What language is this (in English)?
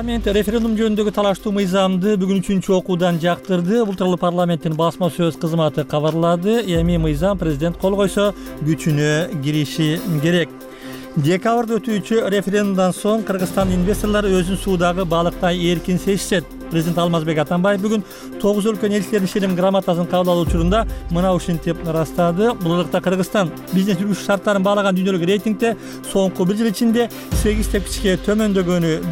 Kyrgyz